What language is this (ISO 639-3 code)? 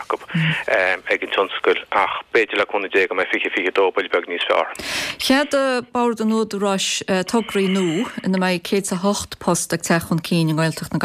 gle